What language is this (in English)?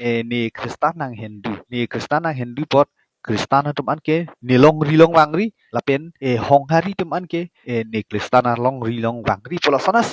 Karbi